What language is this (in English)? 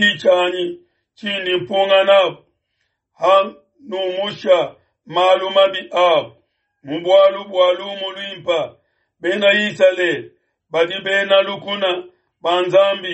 Luba-Lulua